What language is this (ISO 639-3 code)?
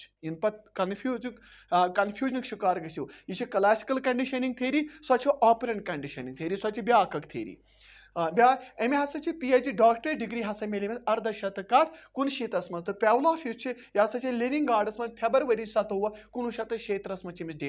kas